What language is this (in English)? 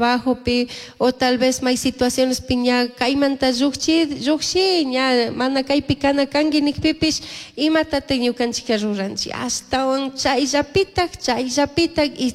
Chimborazo Highland Quichua